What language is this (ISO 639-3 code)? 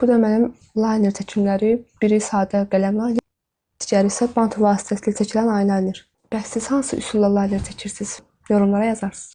aze